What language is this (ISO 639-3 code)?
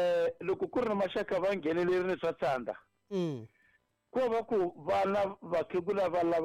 tso